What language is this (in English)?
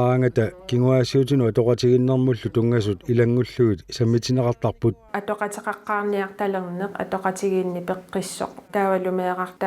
Kalaallisut